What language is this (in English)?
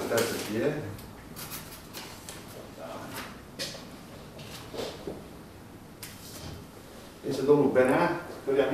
Romanian